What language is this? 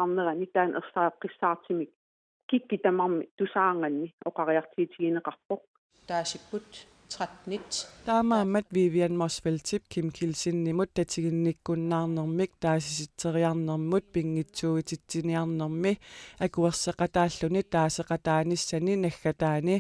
Kalaallisut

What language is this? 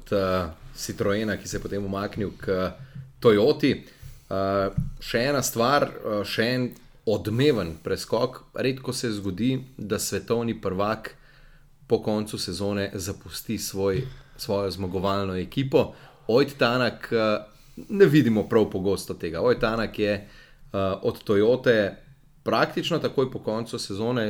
Slovenian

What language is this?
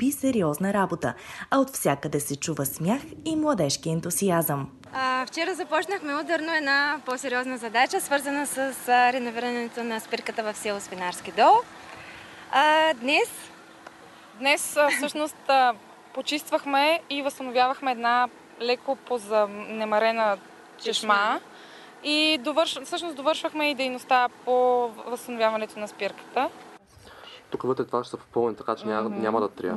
Bulgarian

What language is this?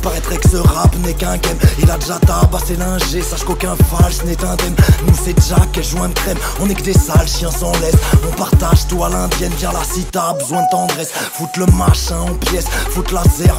French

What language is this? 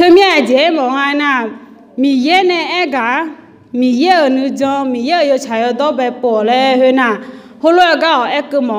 Akha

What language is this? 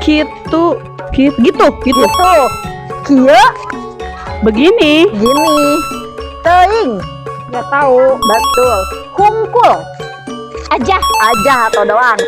Sundanese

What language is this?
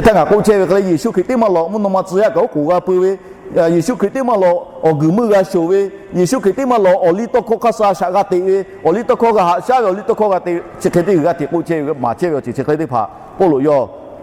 Lahu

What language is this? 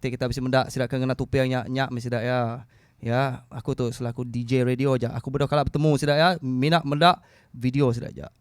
Iban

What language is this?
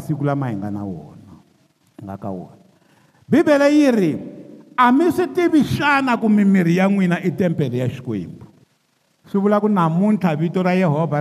Tsonga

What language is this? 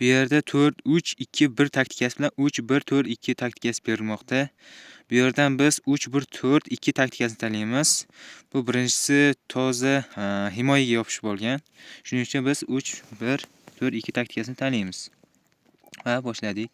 Uzbek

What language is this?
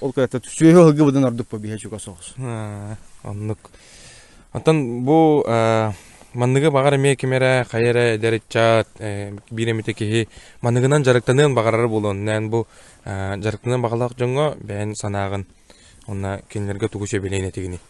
Yakut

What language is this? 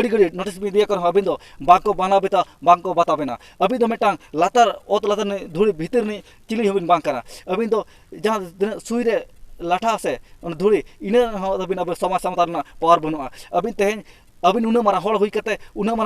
Santali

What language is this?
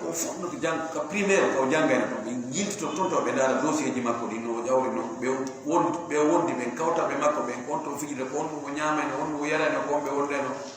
Fula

